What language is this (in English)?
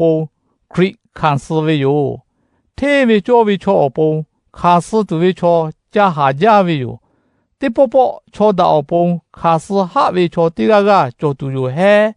Lahu